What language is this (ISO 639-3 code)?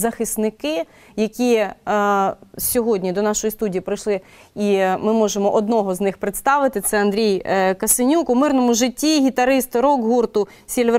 ukr